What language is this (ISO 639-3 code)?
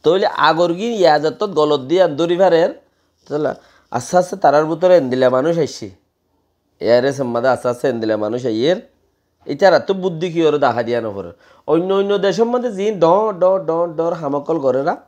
rhg